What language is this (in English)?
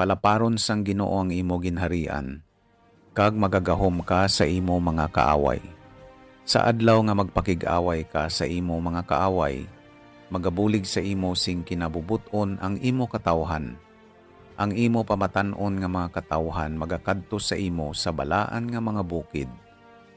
Hiligaynon